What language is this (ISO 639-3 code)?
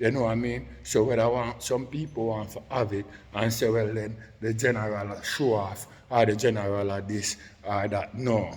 jam